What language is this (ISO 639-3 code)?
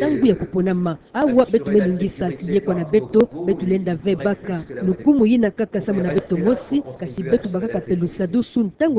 ktu